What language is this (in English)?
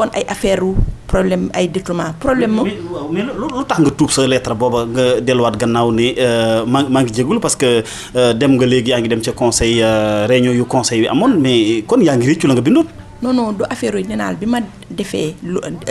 Wolof